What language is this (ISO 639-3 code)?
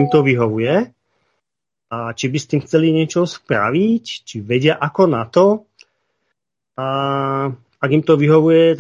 slk